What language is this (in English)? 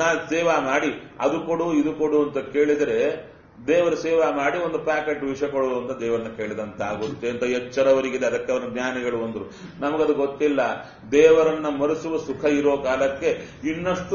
Kannada